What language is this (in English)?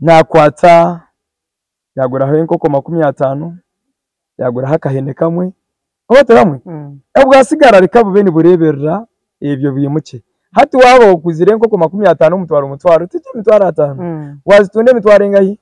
Nyankole